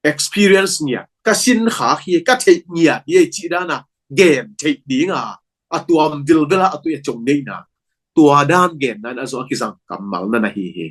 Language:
Tedim Chin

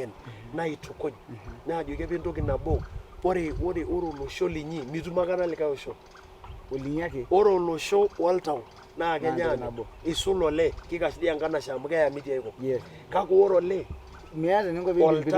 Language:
Masai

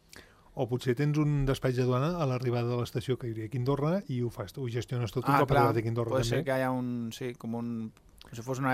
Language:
Catalan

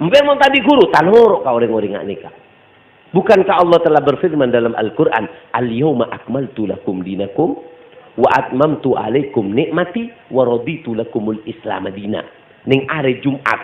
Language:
Madurese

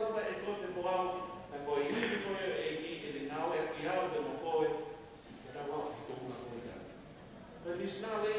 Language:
Tongan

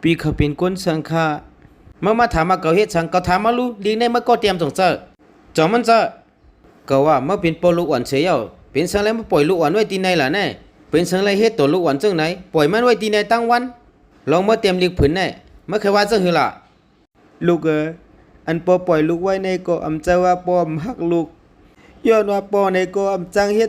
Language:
Shan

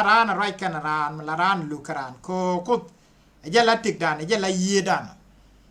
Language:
Nuer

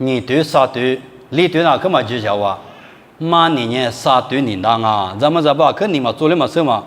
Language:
Lisu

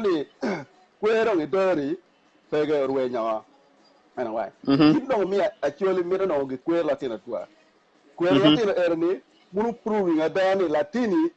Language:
Acoli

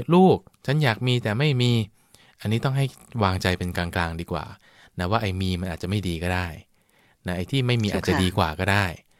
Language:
Thai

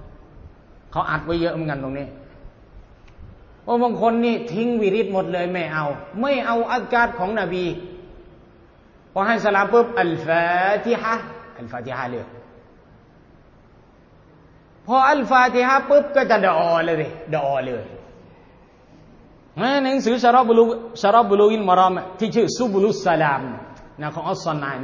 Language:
Thai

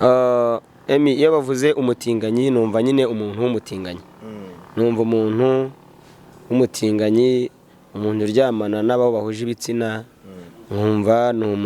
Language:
Kinyarwanda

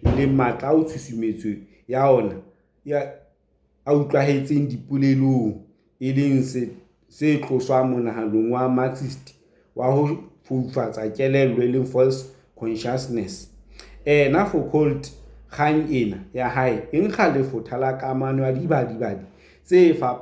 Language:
Southern Sotho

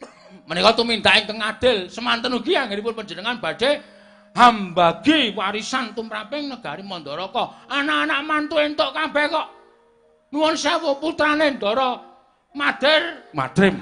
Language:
Javanese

